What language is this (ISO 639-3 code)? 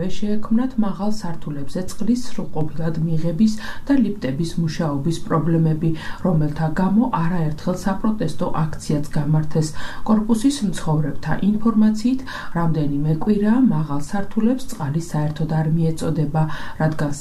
kat